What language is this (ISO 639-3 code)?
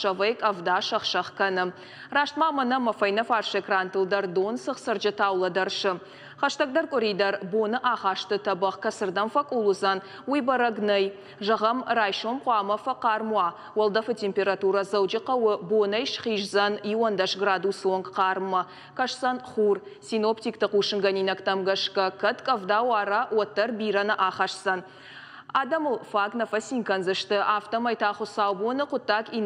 oss